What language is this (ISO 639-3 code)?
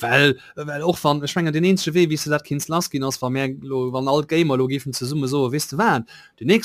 ltz